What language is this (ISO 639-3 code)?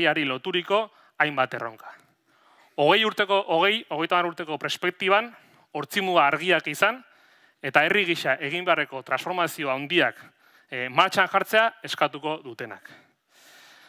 eus